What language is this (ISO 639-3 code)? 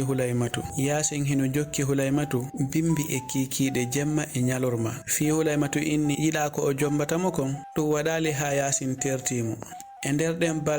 ful